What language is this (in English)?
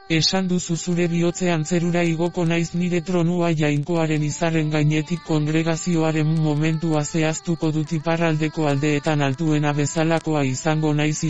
Basque